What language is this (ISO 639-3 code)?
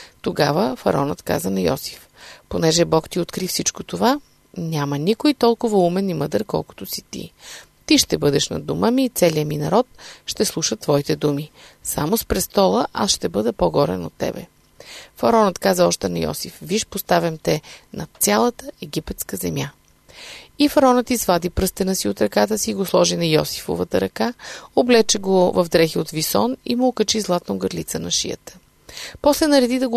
bul